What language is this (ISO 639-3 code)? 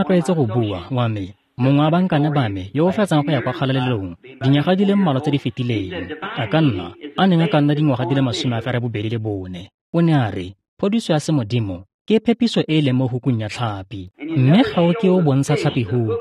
tsn